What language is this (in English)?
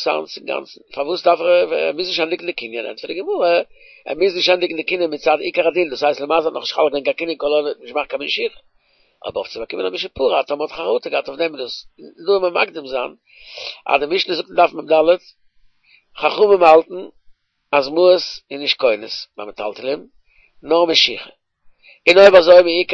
Yiddish